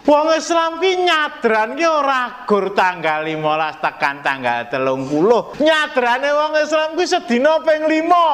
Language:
Javanese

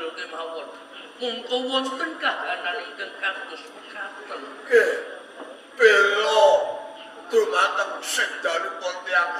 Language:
Javanese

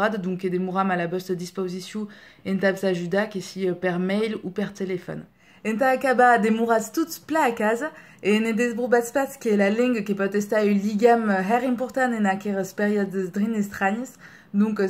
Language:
Occitan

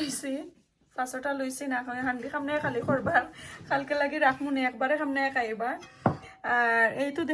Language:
Sylheti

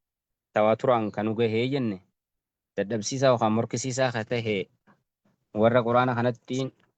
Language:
Oromo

